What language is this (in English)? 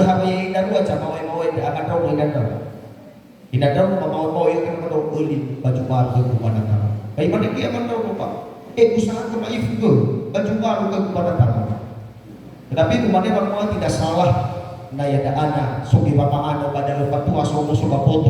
Nias